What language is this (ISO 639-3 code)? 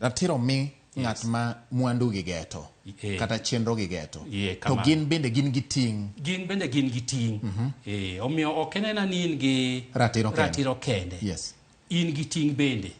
luo